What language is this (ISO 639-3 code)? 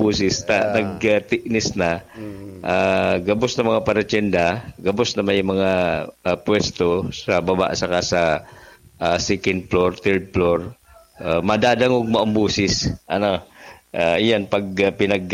bik